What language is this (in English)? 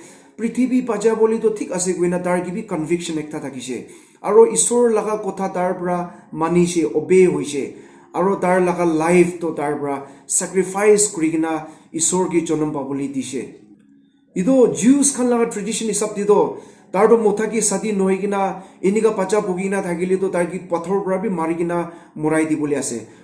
Naga Pidgin